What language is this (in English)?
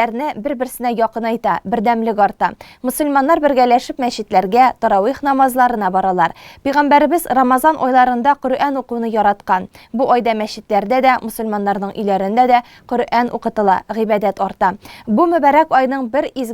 Tatar